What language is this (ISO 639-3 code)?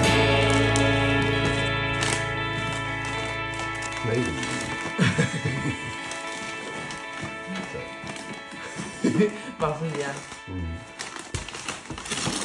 kal